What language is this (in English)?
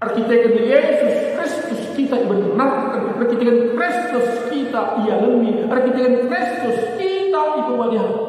Batak Karo